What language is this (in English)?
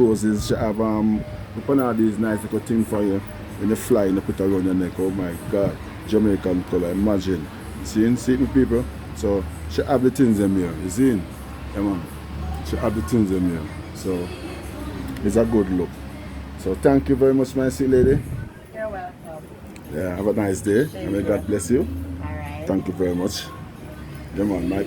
Jamaican Creole English